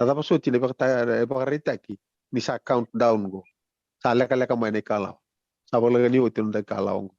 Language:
Fijian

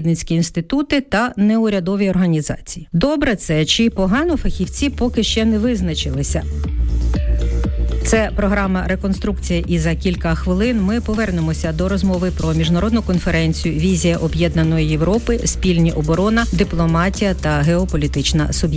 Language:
Ukrainian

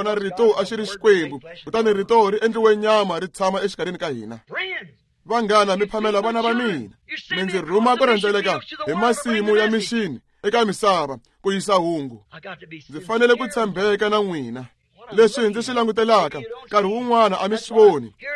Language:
Tsonga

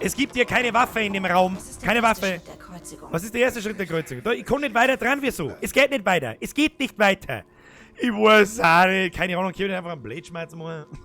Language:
Bavarian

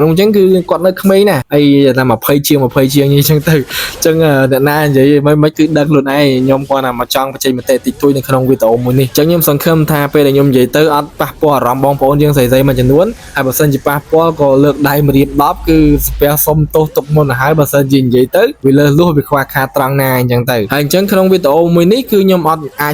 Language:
Khmer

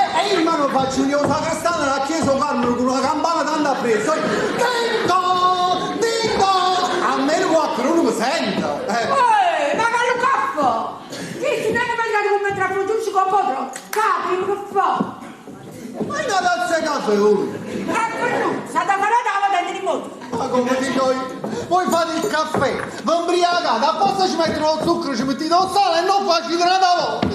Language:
Neapolitan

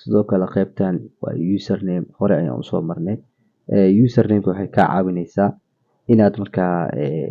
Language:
Somali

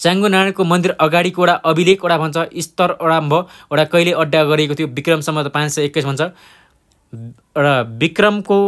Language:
Nepali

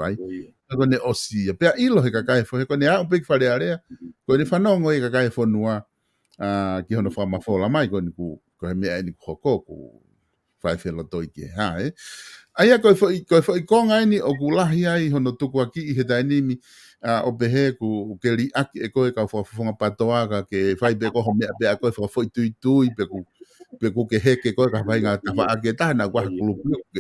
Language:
Tongan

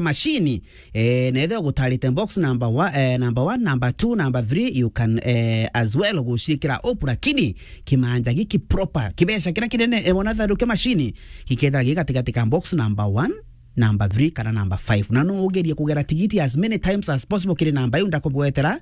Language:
Meru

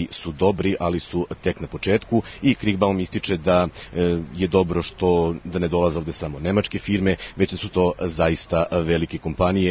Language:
Serbian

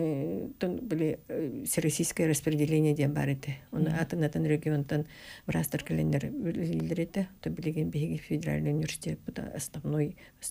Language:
Yakut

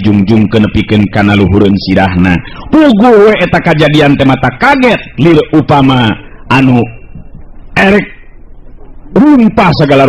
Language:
Sundanese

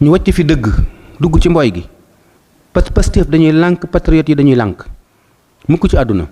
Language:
Wolof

